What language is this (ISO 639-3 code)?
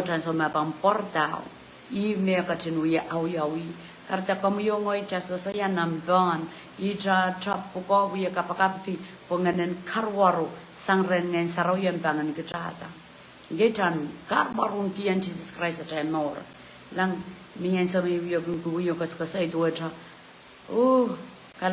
pon